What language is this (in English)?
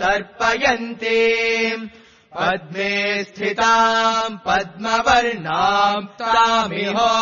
Sanskrit